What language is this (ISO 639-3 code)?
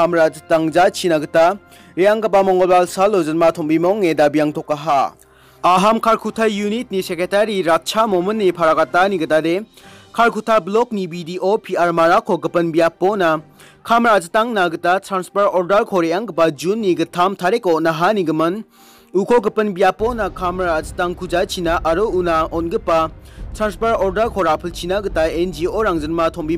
grt